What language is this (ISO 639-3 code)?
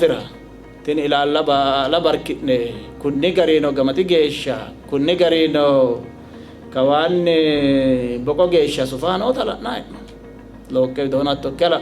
sid